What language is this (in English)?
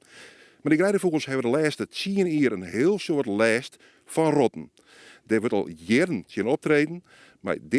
Western Frisian